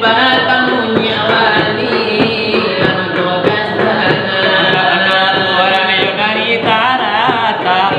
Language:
Minangkabau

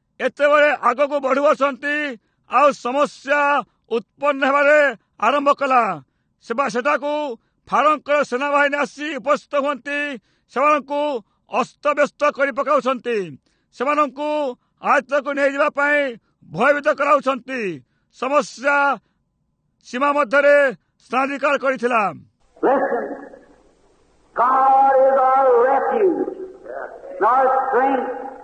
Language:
Odia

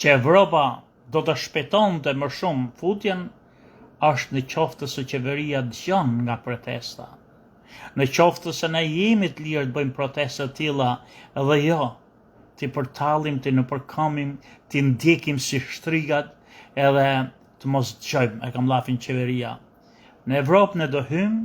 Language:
Albanian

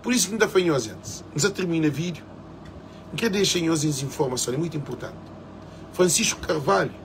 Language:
Kabuverdianu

